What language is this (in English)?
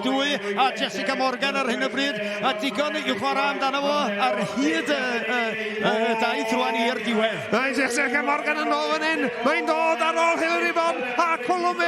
Welsh